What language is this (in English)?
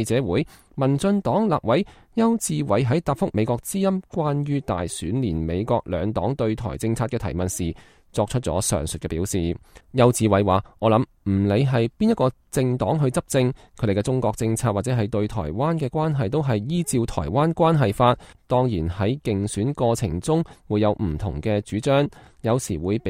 Cantonese